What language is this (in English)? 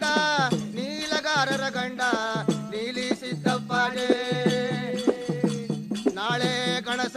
Kannada